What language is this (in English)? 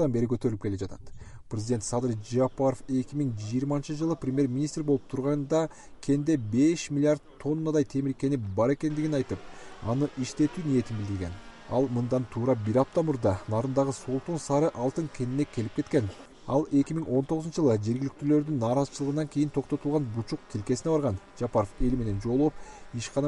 Kyrgyz